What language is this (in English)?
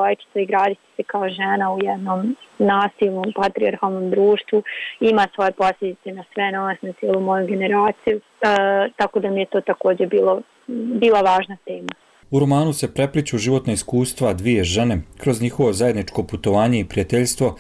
Serbian